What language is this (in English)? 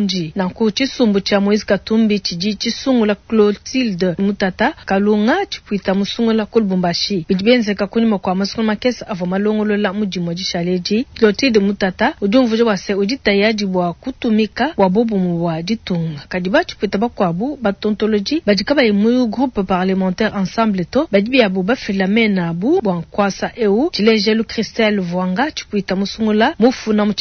Luba-Lulua